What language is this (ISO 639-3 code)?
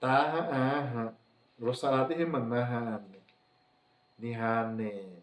xav